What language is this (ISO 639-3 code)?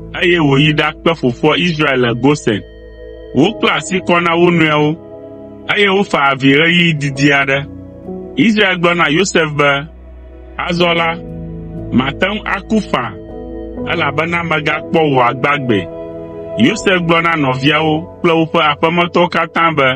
ewe